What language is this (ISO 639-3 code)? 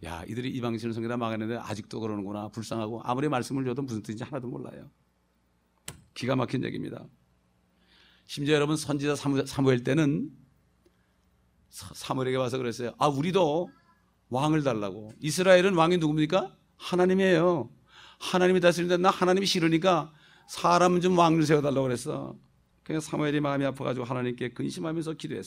kor